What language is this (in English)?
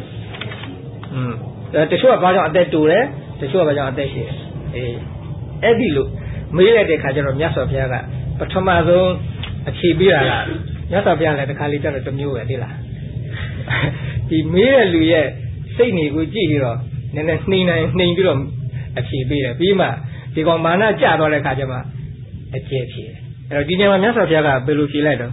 Burmese